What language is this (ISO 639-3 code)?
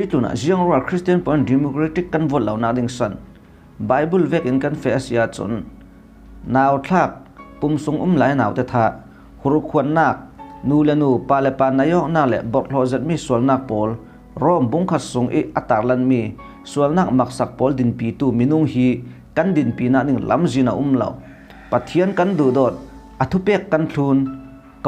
cfm